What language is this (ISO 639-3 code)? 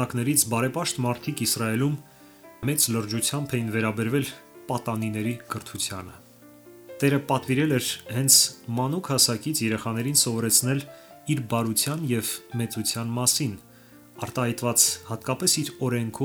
hye